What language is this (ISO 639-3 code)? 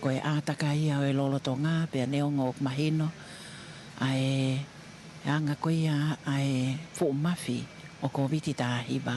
ton